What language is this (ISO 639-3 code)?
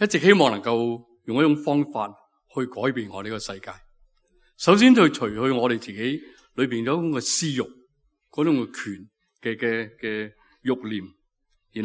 yue